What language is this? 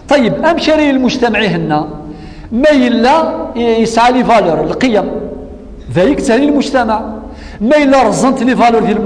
Kabyle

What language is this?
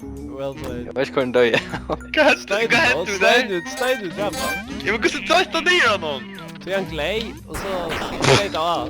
Faroese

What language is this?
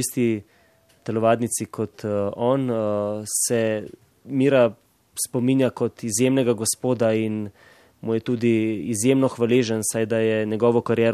Slovenian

